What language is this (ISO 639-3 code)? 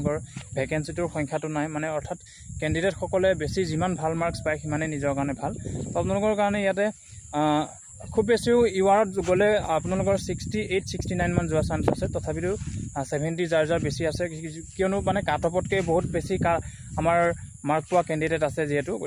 asm